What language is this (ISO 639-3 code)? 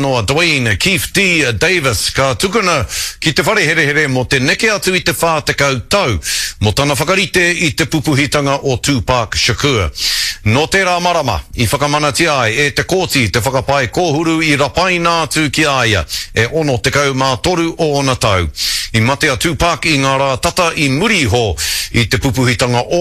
mri